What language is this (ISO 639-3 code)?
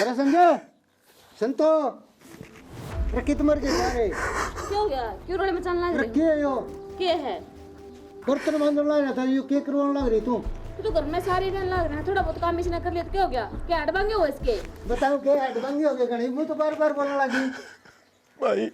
bgc